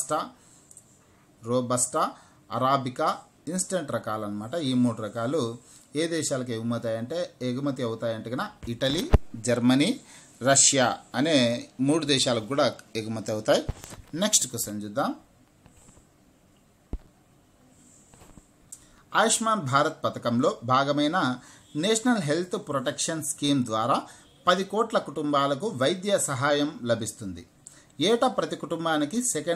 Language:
Telugu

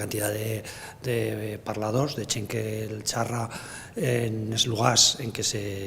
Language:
Aragonese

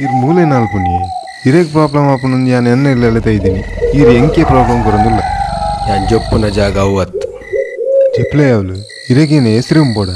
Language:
Tulu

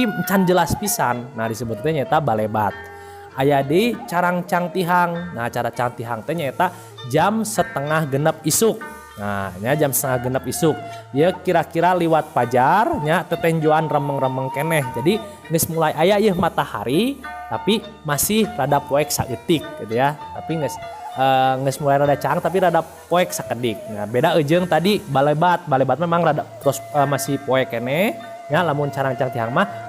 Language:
Sundanese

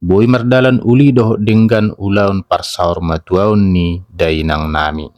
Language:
Batak Toba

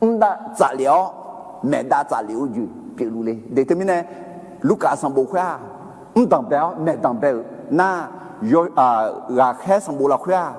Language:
Akha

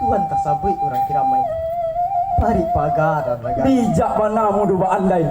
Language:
Minangkabau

